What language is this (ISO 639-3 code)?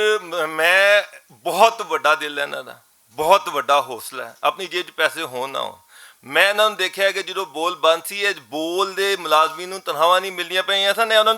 lah